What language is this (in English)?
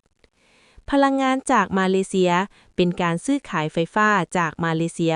Lao